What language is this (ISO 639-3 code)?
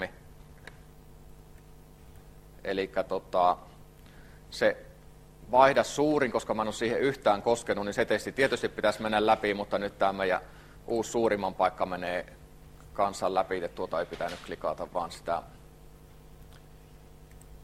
fin